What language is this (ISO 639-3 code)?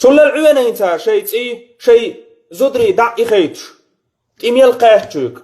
che